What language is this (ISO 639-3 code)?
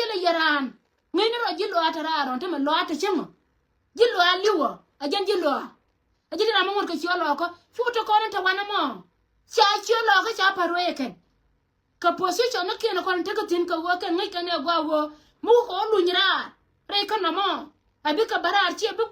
nus